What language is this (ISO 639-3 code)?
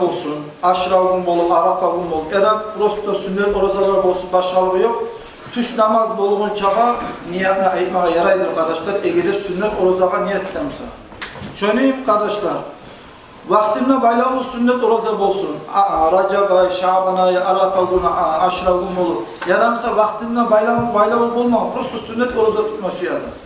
kum